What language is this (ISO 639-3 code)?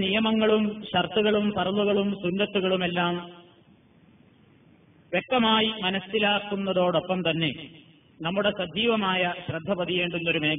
mal